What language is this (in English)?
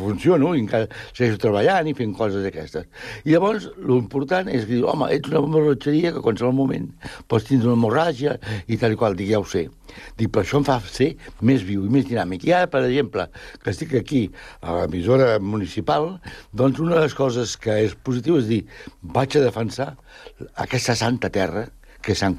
Catalan